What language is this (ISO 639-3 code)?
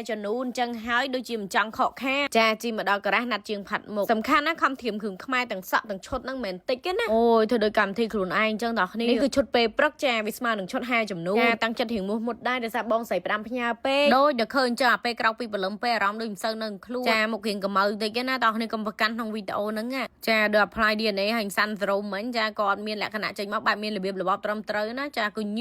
khm